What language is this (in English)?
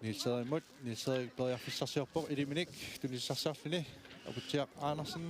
Kalaallisut